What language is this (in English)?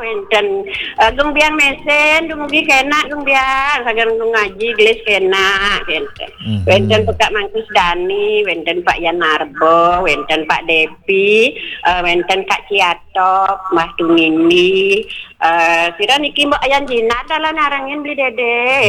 Balinese